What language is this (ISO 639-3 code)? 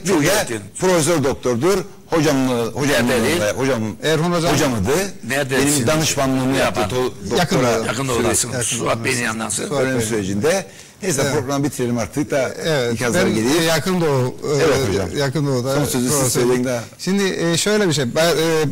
tur